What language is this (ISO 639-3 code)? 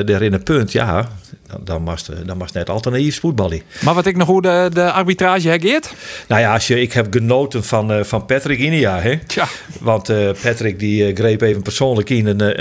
fry